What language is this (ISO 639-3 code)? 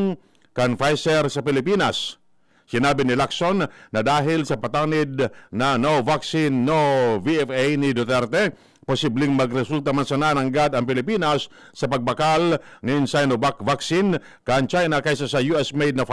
bik